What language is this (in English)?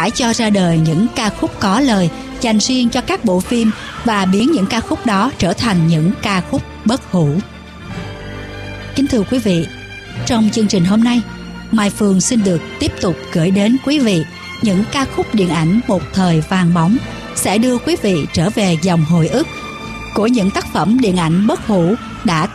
Vietnamese